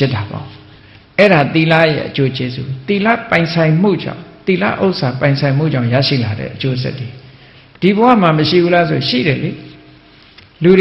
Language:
Burmese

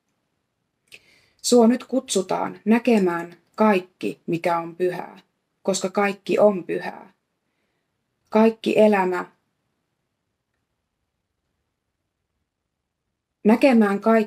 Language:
Finnish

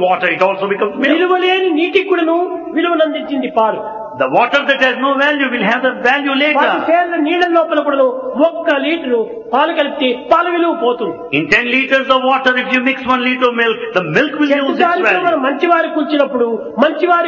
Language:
Telugu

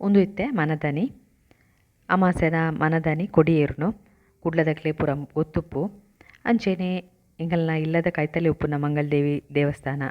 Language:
Tulu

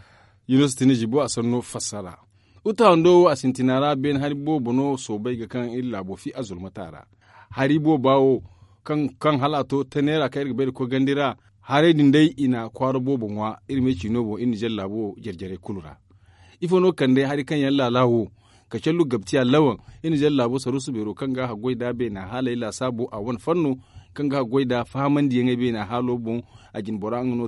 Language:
Zarma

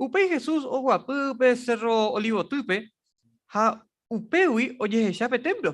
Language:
Guarani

